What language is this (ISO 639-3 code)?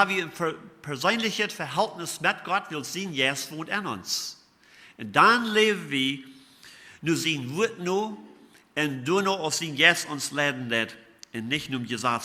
pdt